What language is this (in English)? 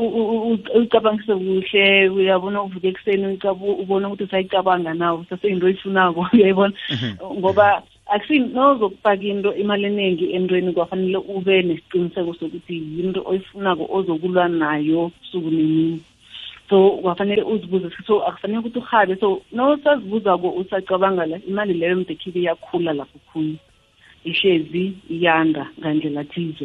South Ndebele